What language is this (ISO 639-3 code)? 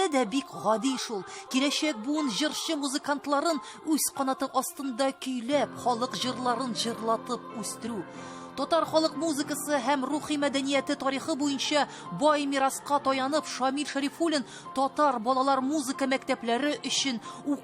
tat